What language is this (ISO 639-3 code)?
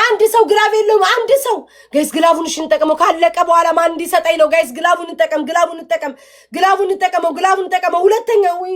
amh